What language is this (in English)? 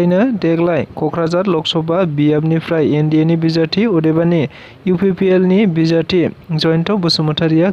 Bodo